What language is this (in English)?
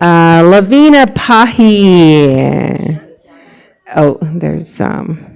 Navajo